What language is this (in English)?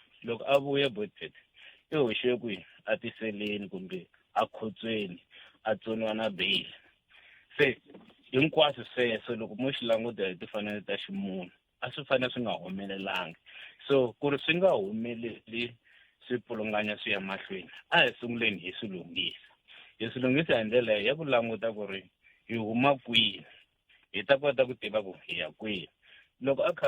Tsonga